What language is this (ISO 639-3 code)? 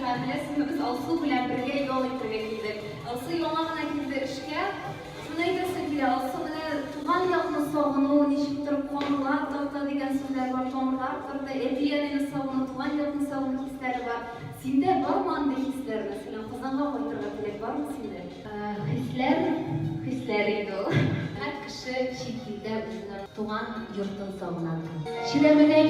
tat